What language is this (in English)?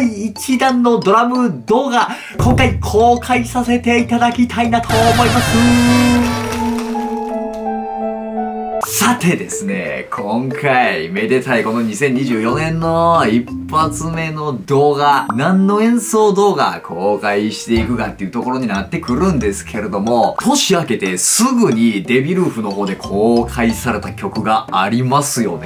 Japanese